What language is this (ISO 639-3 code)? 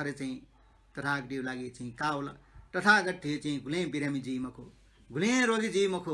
new